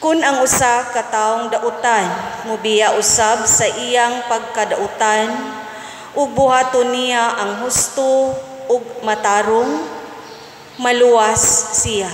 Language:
Cebuano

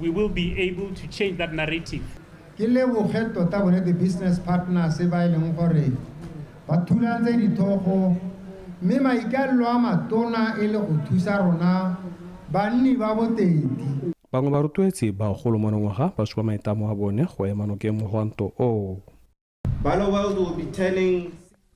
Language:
Tswana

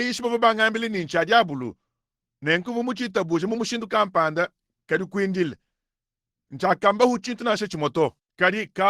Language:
Luba-Lulua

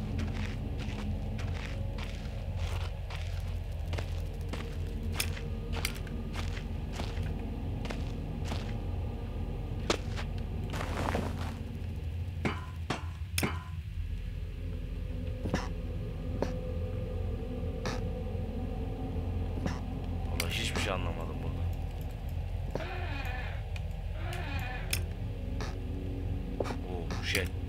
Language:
Turkish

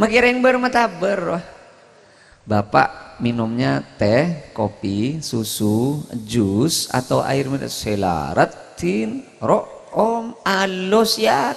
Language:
Madurese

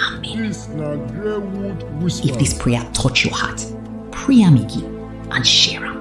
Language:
Nigerian Pidgin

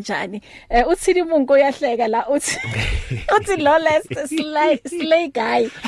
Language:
English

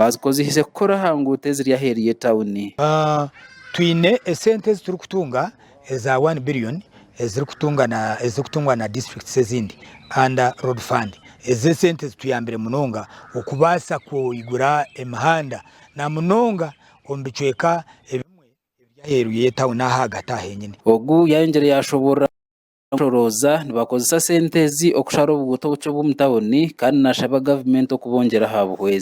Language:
Nyankole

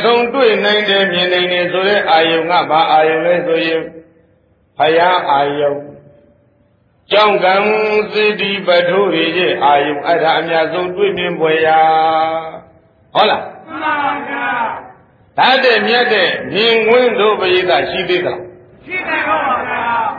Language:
Burmese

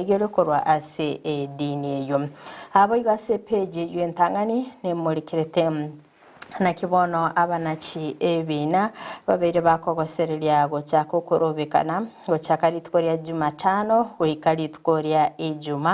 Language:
Gusii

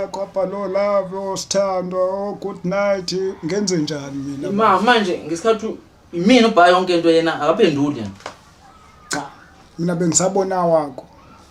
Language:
Zulu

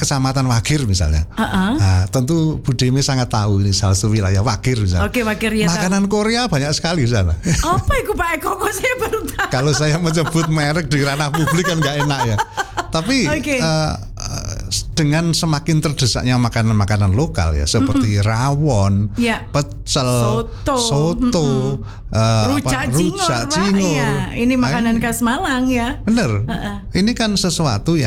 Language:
Indonesian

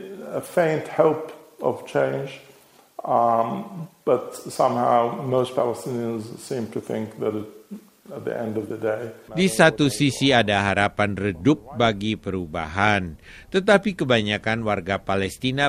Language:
Indonesian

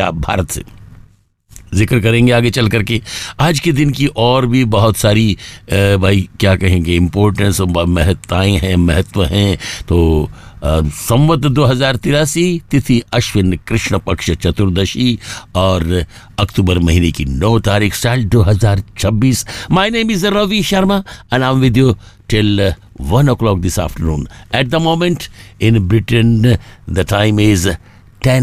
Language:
Hindi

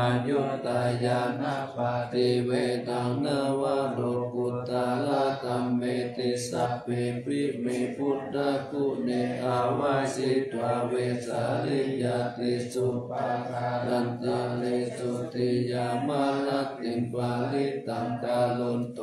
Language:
Pali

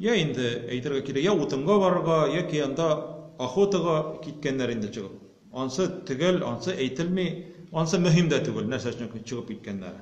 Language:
Tatar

